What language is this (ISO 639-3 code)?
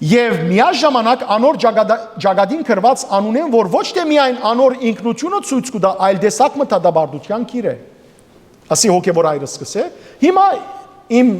hyw